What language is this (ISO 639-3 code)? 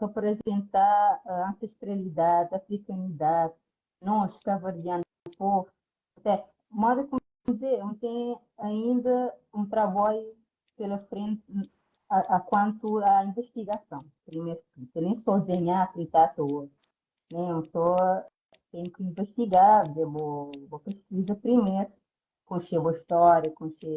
kea